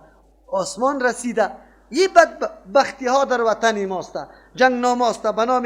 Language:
Persian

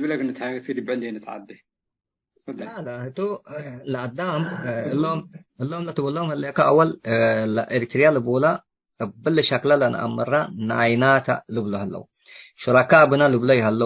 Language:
Tigre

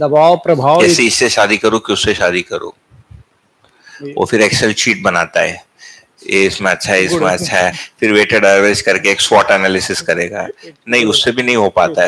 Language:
Hindi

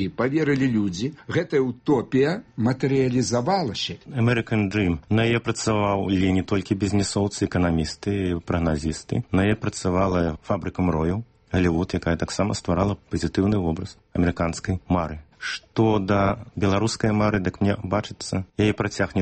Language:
Belarusian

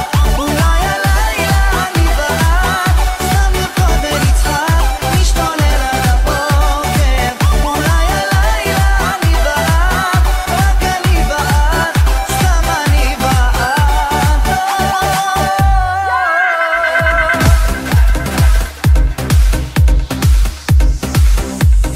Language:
Hebrew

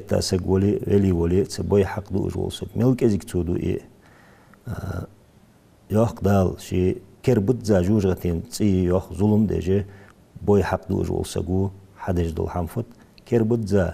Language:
Ingush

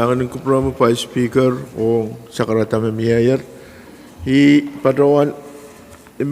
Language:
Pohnpeian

